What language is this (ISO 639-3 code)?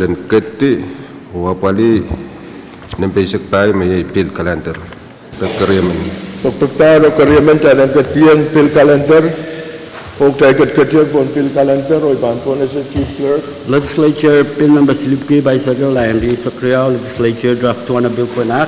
pon